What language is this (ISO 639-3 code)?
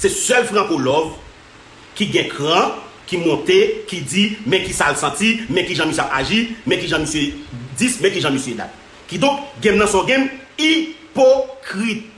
hat